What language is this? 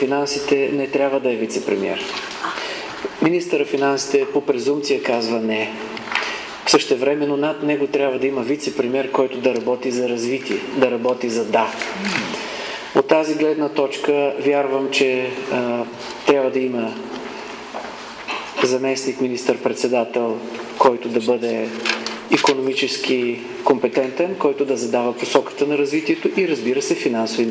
Bulgarian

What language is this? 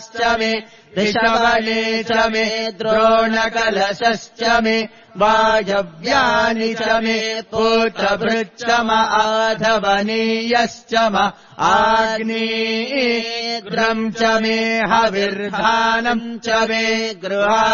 Sanskrit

